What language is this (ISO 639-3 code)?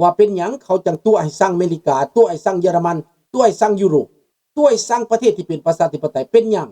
lao